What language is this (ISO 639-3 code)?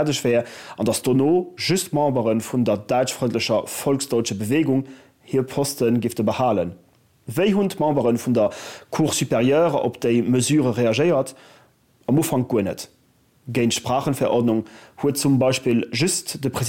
ltz